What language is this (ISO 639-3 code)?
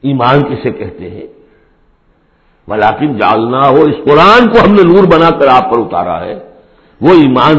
urd